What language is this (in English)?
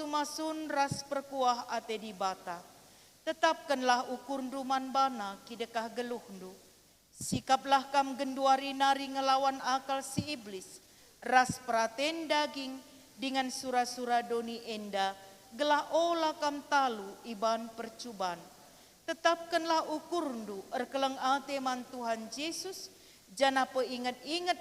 Batak Karo